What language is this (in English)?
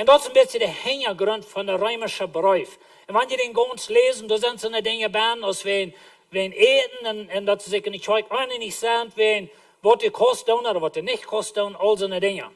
Plautdietsch